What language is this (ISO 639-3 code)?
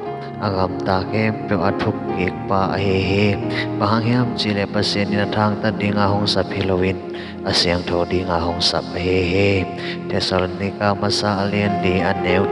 ctd